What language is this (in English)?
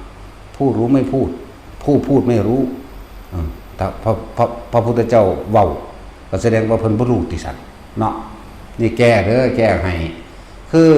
Northeastern Thai